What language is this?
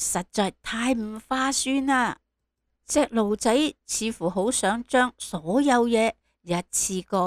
Cantonese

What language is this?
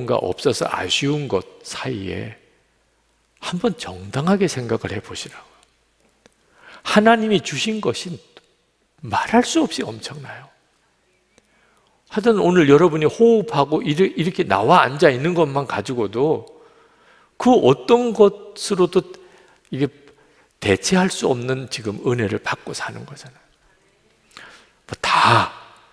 Korean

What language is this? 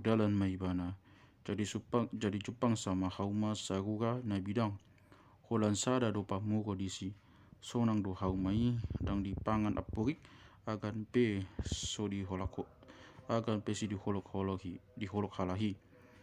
Batak Toba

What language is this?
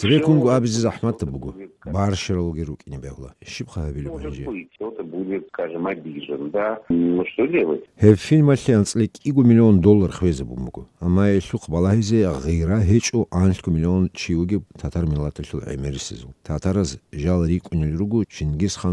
Avaric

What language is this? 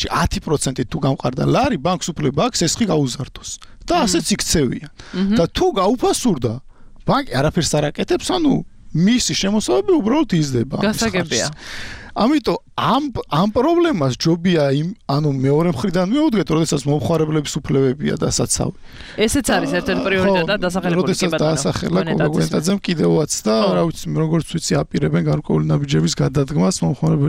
Georgian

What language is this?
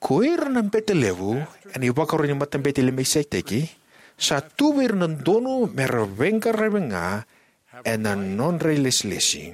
Fijian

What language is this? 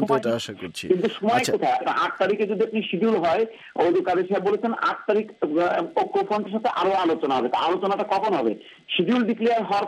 Bangla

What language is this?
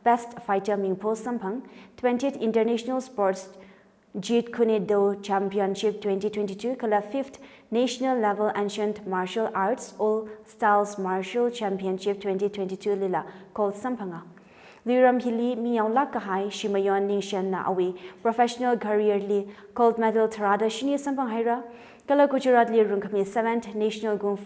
Tangkhul Naga (India)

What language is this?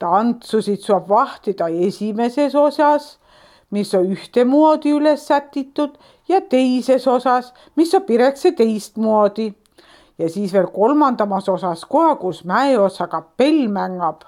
Estonian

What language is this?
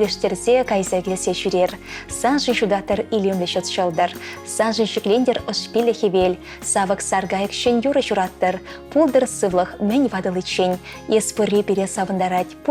Chuvash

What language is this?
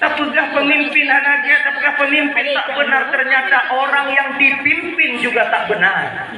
Achinese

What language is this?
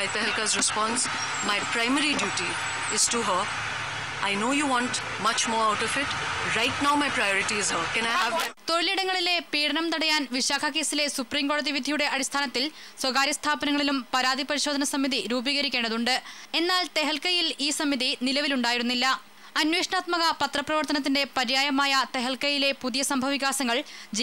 Malayalam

